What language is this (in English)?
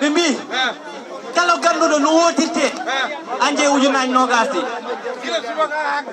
Fula